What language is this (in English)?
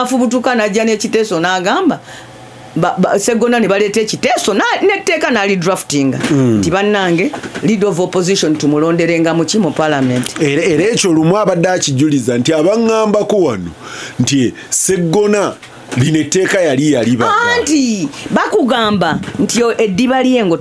Ganda